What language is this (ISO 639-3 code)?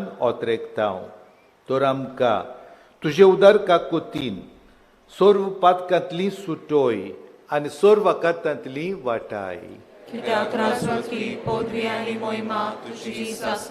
kok